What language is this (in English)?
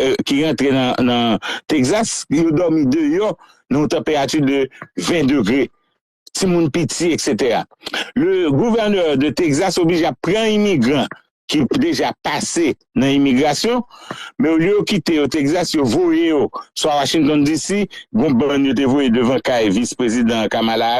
Haitian Creole